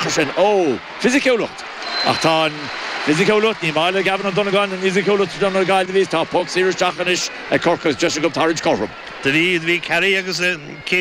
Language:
Irish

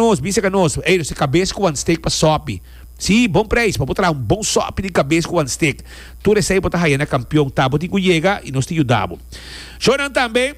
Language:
Papiamento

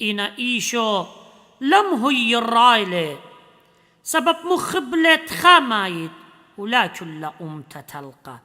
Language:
Assyrian Neo-Aramaic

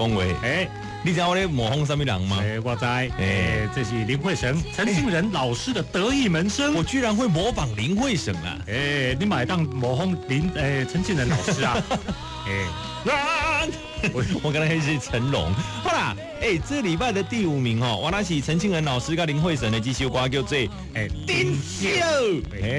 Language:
Min Nan Chinese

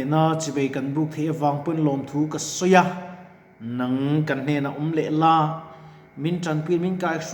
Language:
Mizo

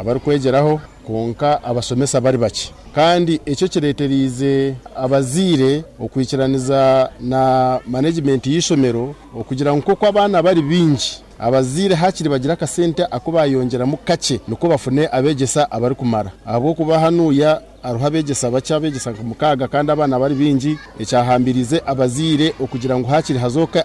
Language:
Nyankole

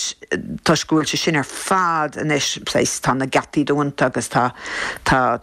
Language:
Irish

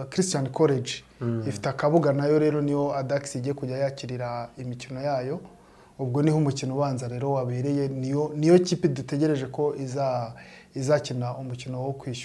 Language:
Kinyarwanda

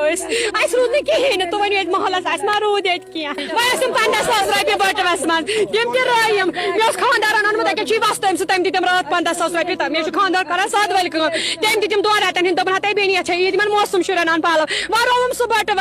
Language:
Kashmiri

